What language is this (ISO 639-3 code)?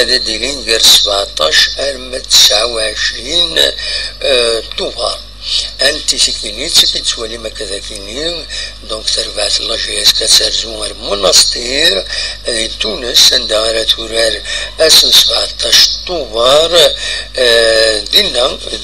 kab